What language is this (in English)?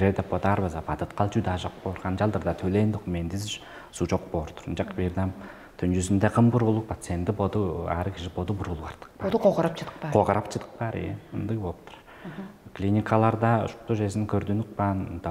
Tuvinian